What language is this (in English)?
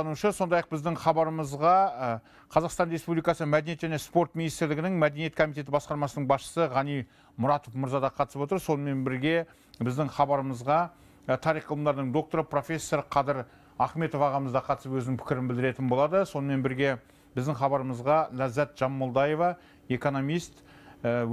Kazakh